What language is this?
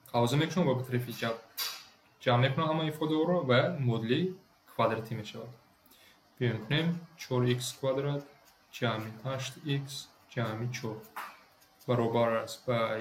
Tajik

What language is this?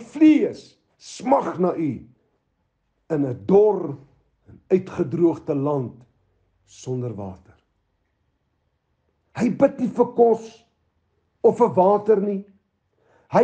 Afrikaans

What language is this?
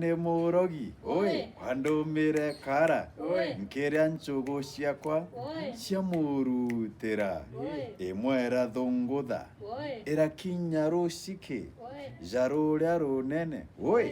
Meru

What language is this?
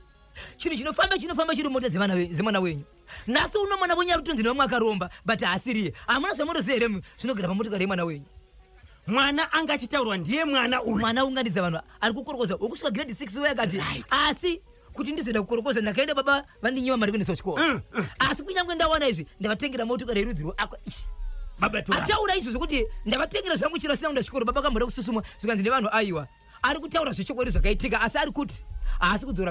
Shona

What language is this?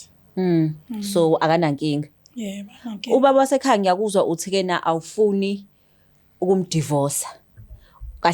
Zulu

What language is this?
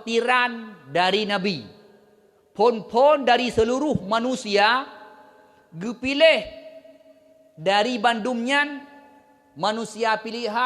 Achinese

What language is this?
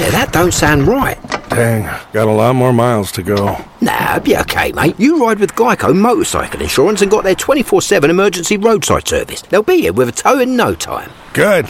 English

